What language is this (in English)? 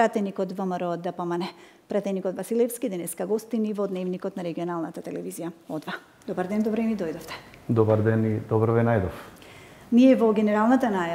Macedonian